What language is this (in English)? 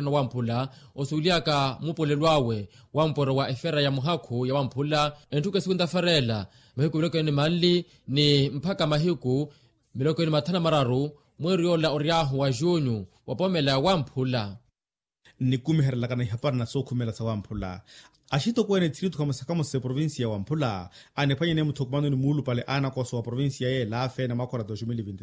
Makhuwa